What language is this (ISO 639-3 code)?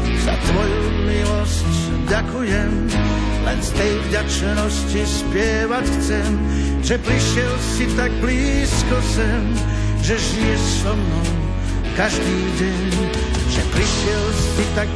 slk